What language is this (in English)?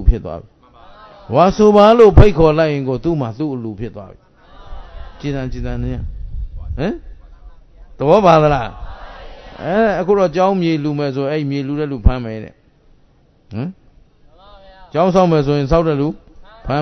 Burmese